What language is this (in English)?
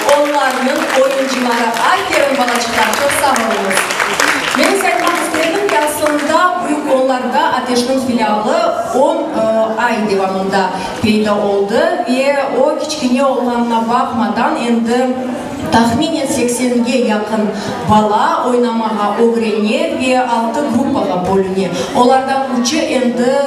Crimean Tatar